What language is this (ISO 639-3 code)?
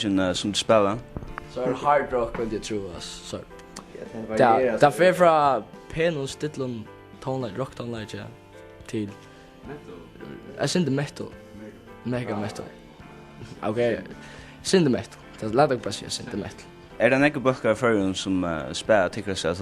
fao